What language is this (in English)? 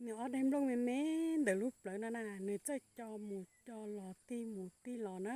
Hmong